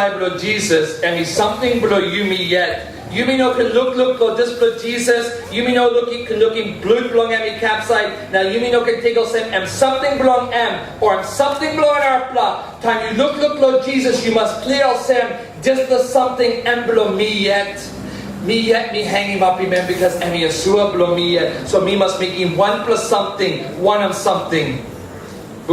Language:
Tok Pisin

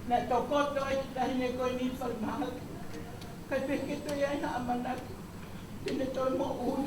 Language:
Tongan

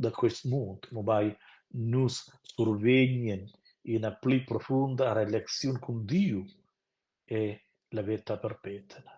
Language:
Romansh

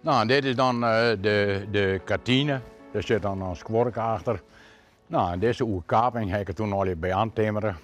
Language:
Western Frisian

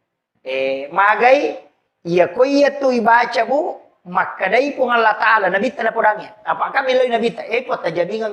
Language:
Buginese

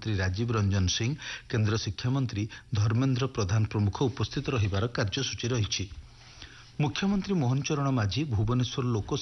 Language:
Odia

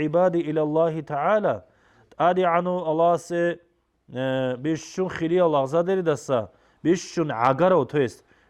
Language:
Avaric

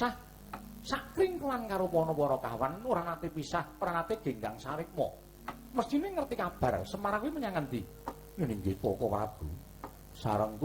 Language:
Javanese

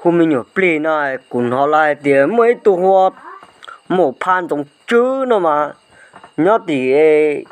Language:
Hmong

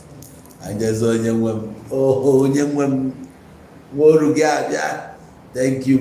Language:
Igbo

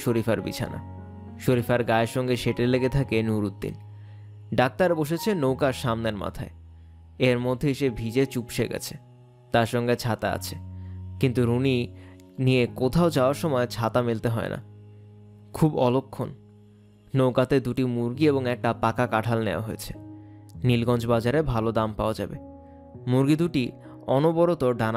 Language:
Bangla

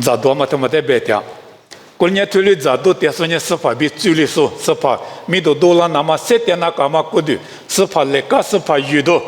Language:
Lisu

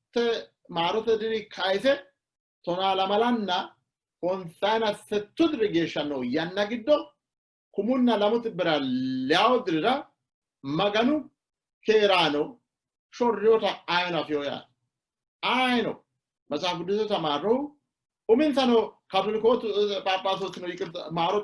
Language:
Sidamo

